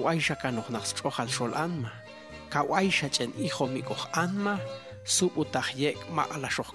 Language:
Popti'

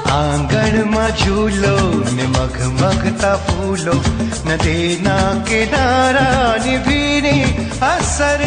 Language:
Gujarati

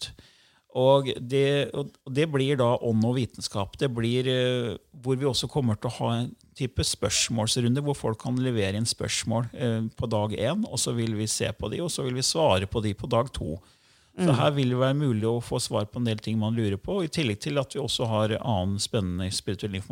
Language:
Norwegian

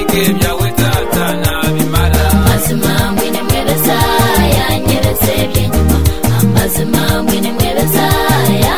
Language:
Kinyarwanda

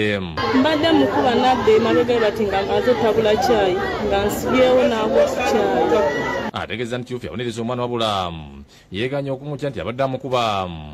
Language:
Ganda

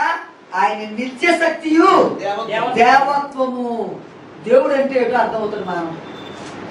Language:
Telugu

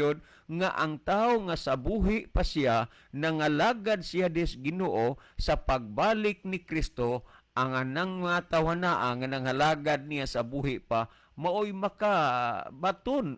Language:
Cebuano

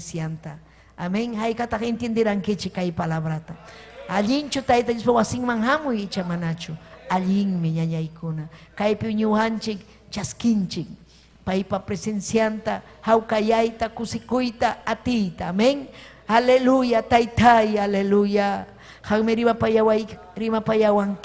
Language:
Ayacucho Quechua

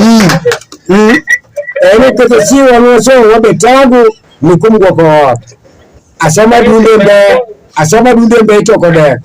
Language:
Alur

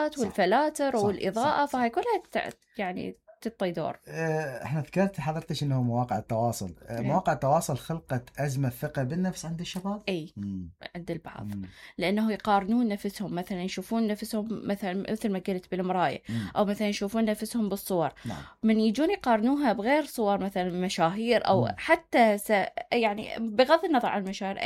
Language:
Mesopotamian Arabic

